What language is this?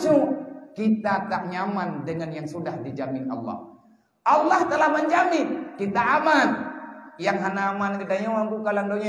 Achinese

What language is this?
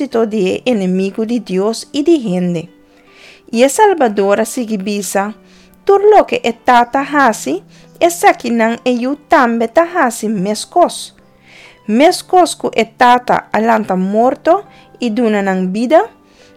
Papiamento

